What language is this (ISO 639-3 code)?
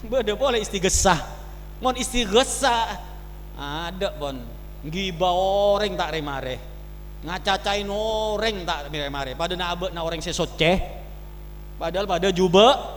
mad